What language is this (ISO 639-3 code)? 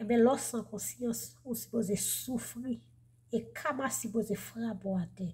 hat